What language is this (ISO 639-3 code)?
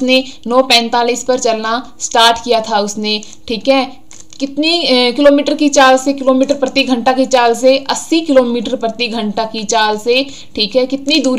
hin